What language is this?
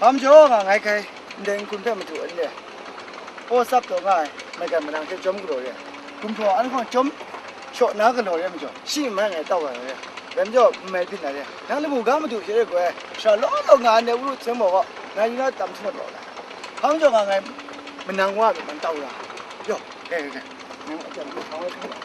Kachin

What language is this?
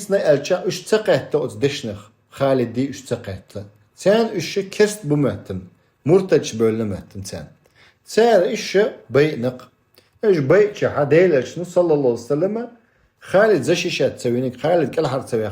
Chechen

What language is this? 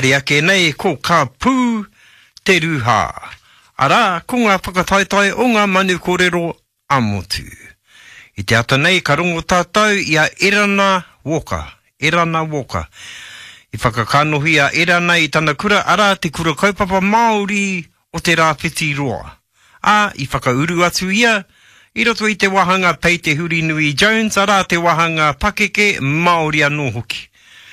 Māori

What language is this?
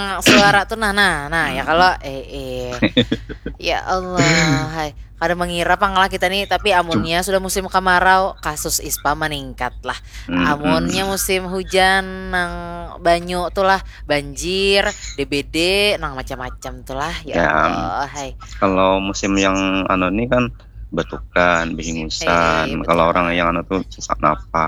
Banjar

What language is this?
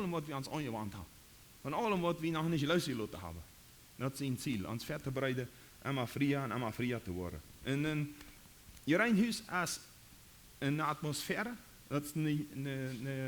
Plautdietsch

